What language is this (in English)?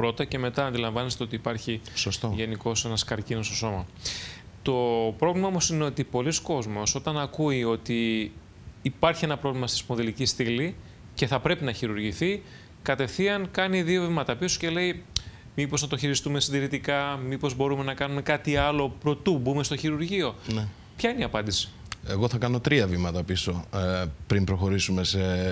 Greek